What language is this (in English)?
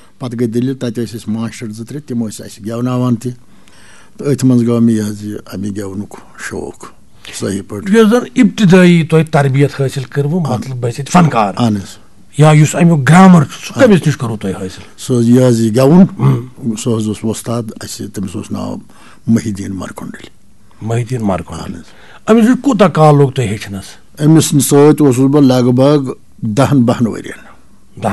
Kashmiri